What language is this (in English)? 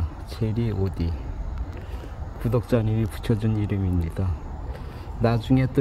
Korean